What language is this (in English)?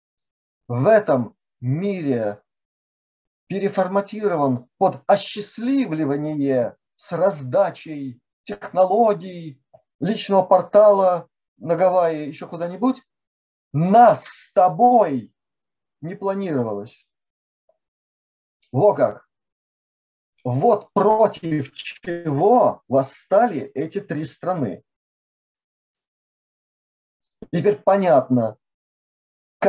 Russian